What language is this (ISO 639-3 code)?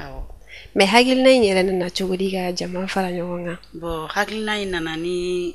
bam